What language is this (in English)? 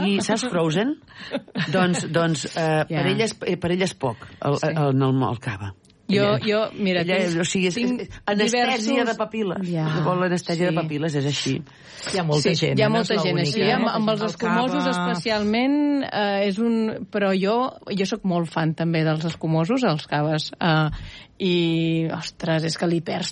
Catalan